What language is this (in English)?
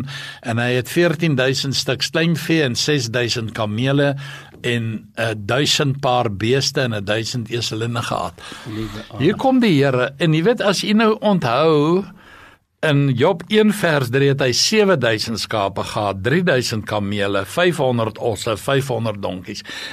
Afrikaans